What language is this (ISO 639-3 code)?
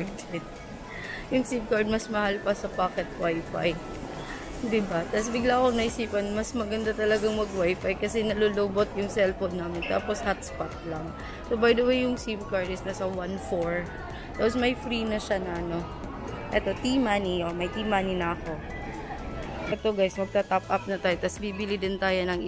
fil